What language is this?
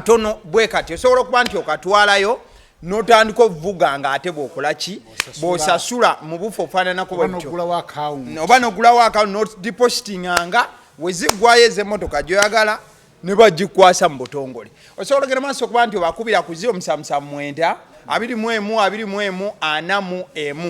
Ganda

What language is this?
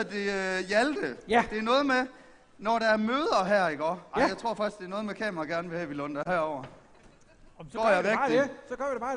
Danish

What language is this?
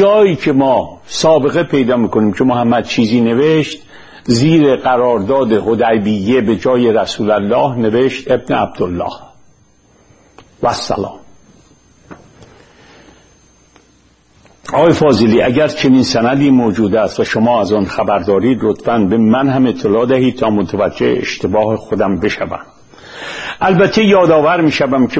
Persian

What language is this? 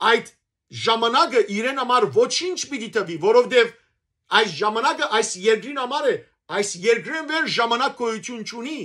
Western Armenian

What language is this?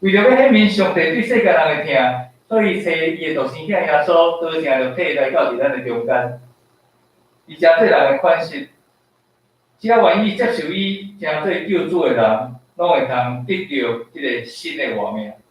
Min Nan Chinese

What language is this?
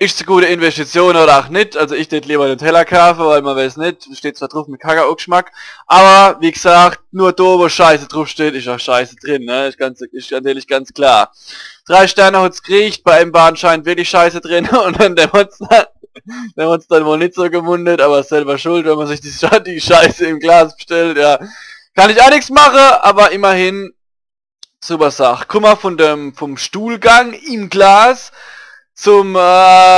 Palatine German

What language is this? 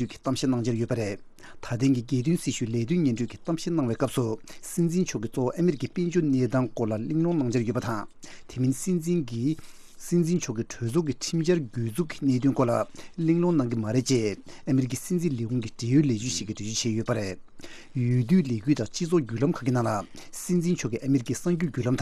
Tibetan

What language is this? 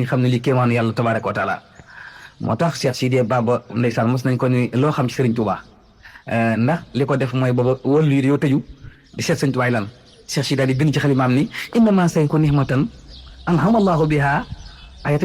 Wolof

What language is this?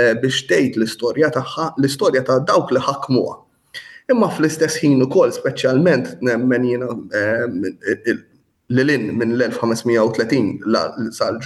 Maltese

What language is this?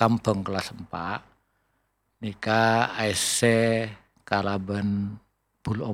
Madurese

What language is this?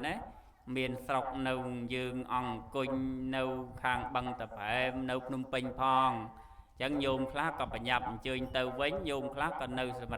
Khmer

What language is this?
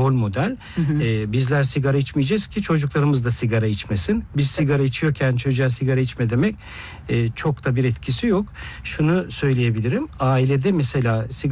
Turkish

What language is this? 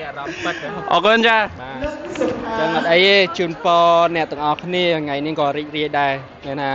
Khmer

